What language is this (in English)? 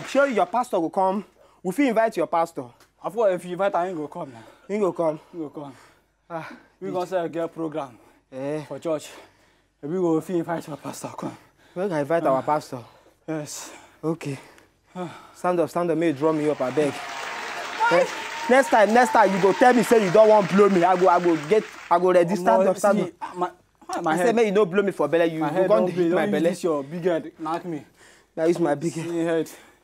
Nigerian Pidgin